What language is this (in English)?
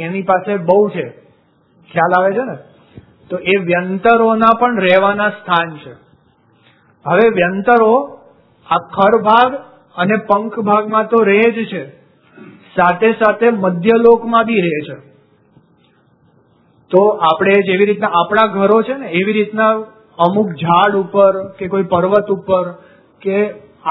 Gujarati